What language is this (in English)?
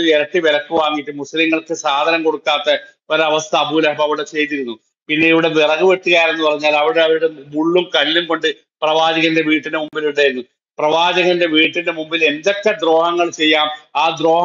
Malayalam